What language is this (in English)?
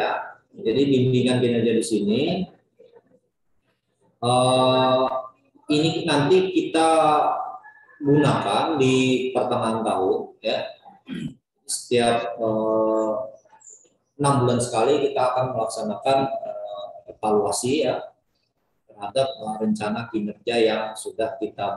Indonesian